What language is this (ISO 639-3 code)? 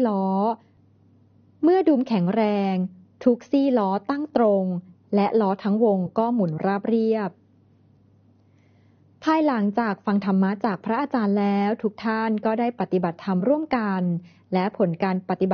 tha